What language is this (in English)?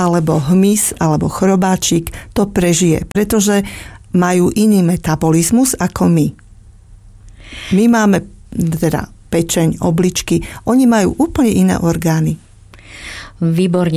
Slovak